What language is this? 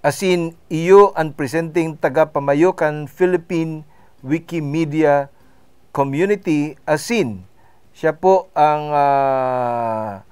Bikol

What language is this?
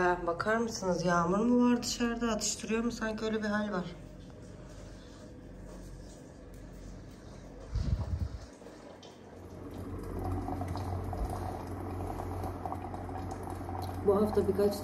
Turkish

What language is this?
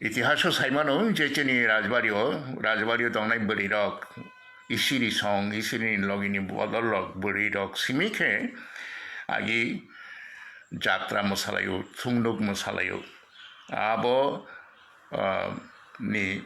Kok Borok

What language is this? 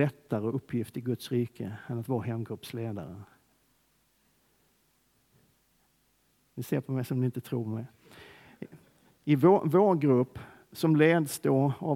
Swedish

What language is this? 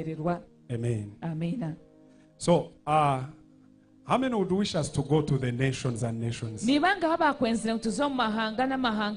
Nyankole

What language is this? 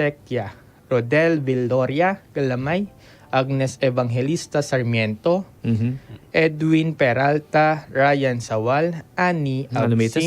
Pampanga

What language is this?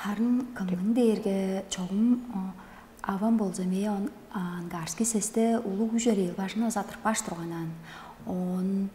Tuvinian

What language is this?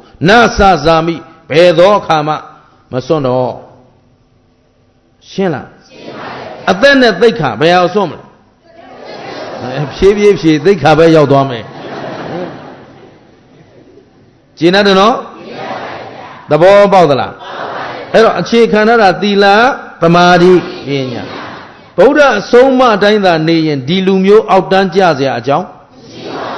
Burmese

